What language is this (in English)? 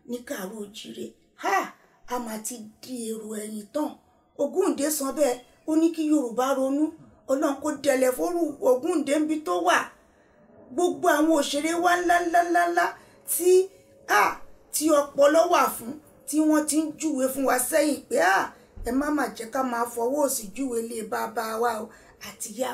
Yoruba